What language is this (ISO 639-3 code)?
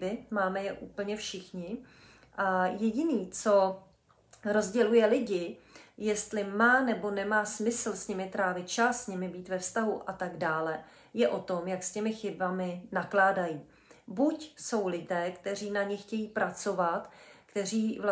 ces